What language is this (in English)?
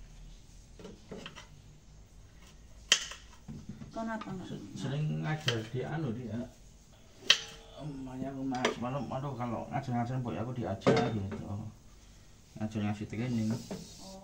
Indonesian